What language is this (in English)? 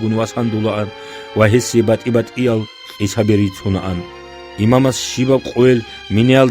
Avaric